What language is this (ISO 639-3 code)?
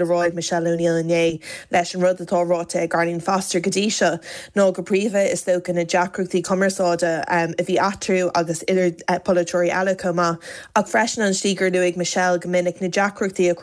gle